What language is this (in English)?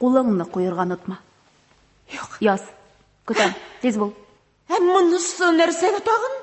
Tatar